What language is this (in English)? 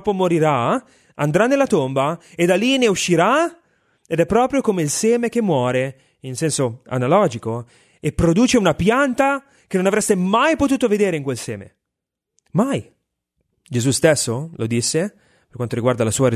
Italian